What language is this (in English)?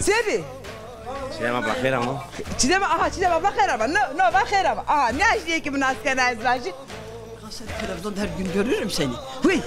Zaza